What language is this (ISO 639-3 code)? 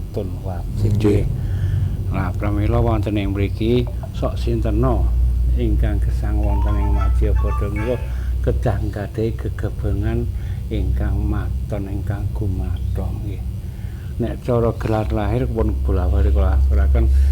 jav